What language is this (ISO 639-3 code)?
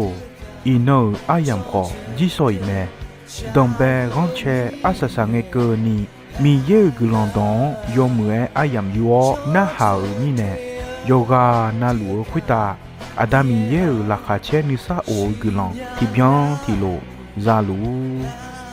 ahk